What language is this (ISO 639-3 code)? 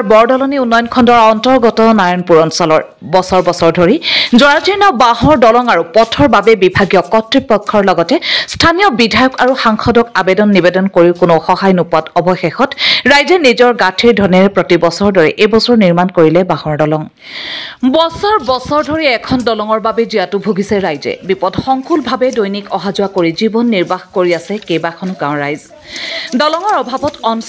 asm